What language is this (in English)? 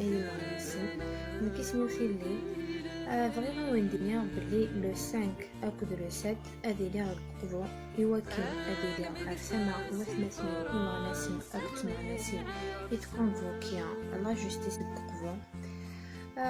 Kabyle